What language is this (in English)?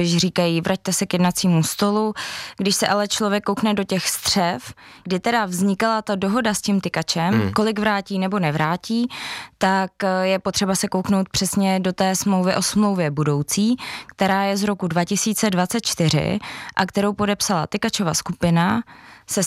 Czech